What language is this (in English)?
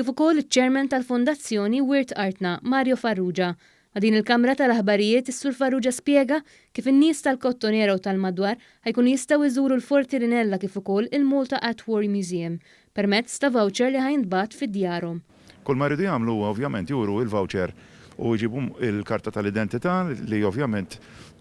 Maltese